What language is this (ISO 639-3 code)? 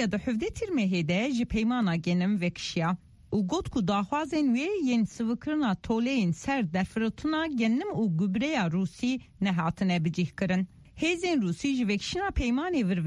kur